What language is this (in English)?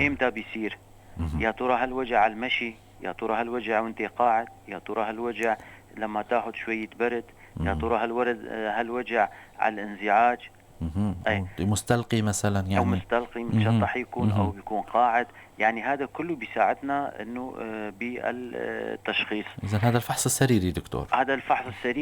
North Levantine Arabic